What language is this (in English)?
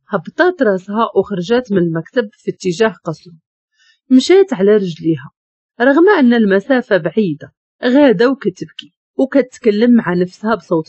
Moroccan Arabic